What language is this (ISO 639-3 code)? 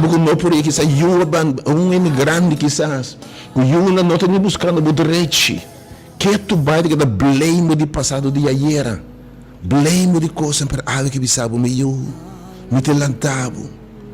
pap